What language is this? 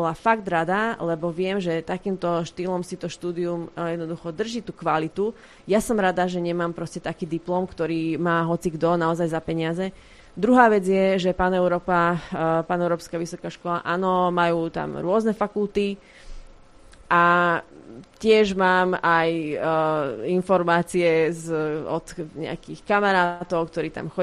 Slovak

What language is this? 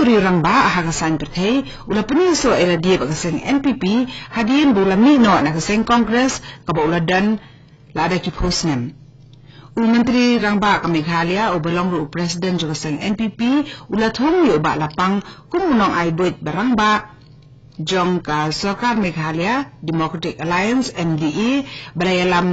Khasi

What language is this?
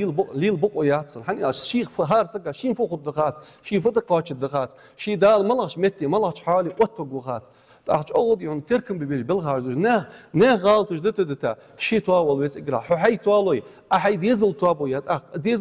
Ingush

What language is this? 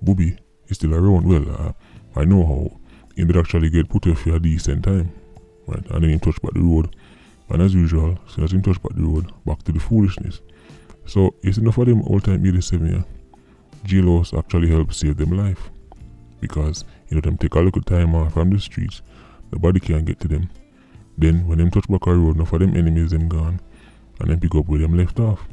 Jamaican Creole English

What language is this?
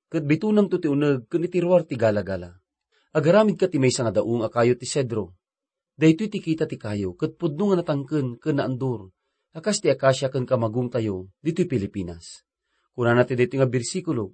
Iloko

